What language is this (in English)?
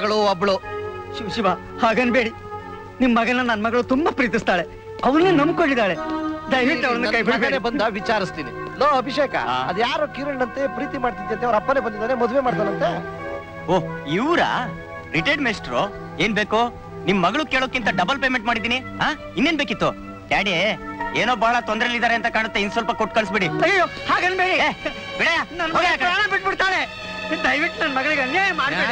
Kannada